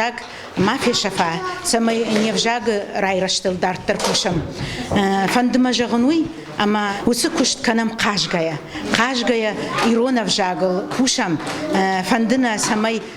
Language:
Ossetic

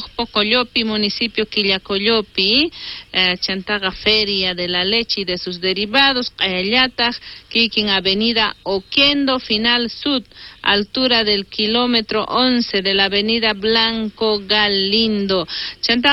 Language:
South Bolivian Quechua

